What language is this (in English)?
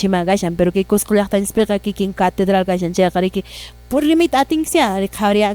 Quechua